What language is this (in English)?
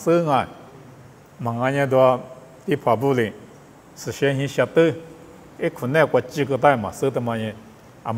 Lisu